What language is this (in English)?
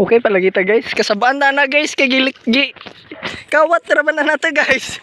Cebuano